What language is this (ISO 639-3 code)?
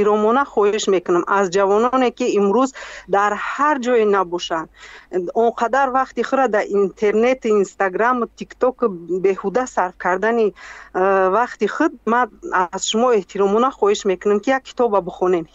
tgk